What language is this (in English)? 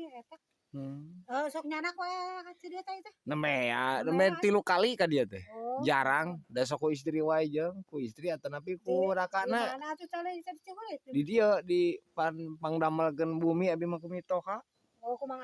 Sundanese